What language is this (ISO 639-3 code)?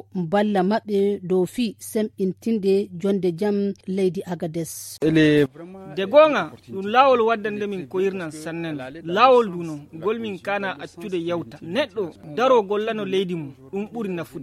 fuv